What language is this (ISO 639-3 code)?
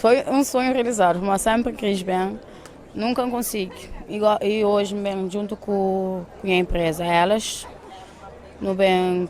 kea